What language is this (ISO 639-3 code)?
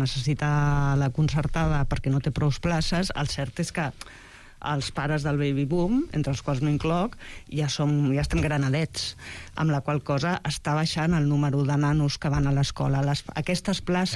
cat